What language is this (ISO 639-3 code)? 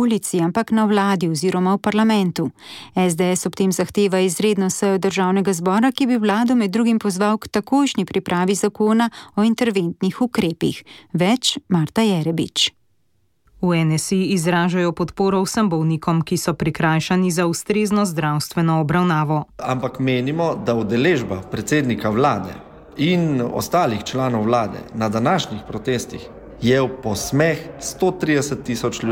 slv